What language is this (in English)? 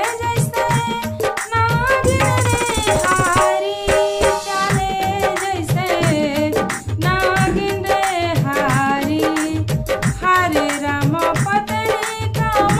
Bhojpuri